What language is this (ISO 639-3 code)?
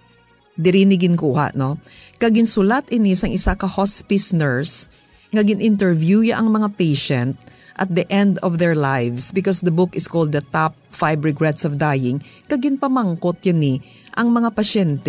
hil